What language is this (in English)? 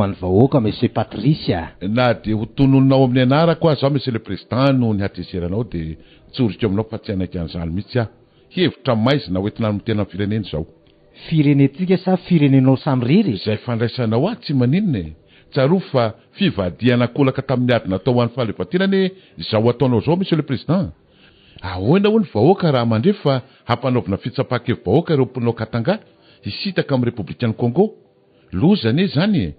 Malagasy